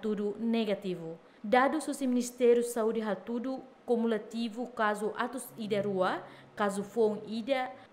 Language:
Tetum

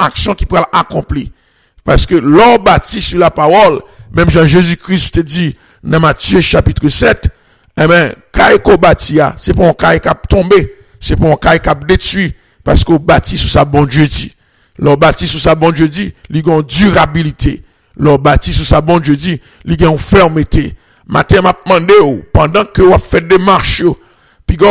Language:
French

